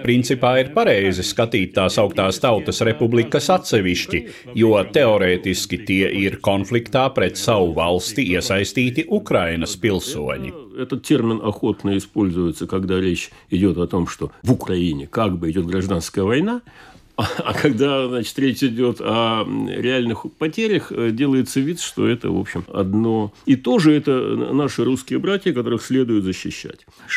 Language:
Latvian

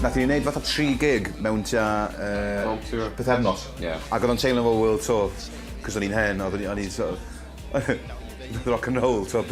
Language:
Welsh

